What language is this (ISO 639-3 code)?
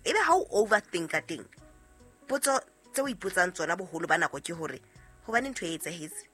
sot